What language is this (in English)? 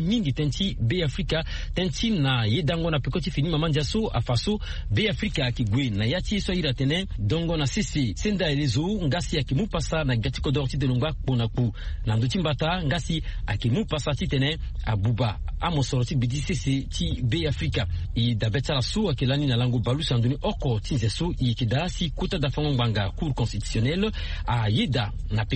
Sango